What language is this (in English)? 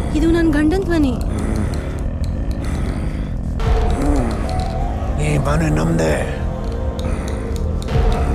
Kannada